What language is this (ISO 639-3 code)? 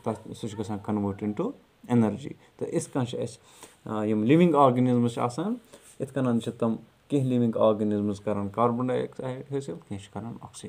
kas